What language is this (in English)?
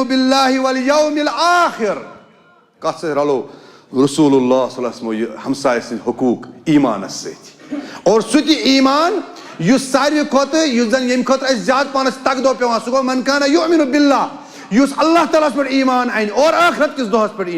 Kashmiri